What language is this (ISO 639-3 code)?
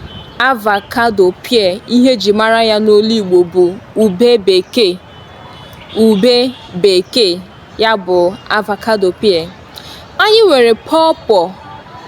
ibo